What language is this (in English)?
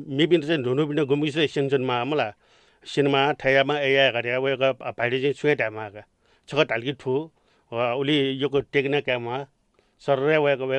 Newari